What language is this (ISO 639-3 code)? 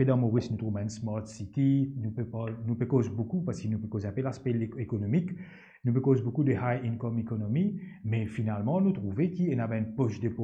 mfe